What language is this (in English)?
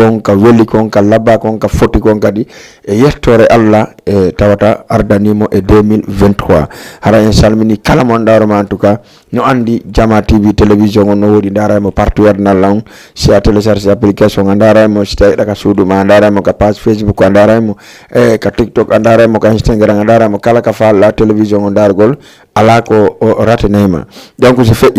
Fula